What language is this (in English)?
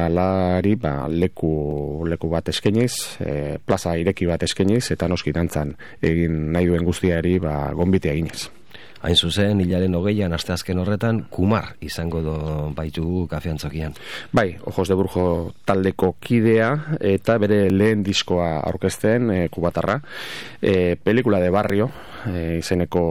Basque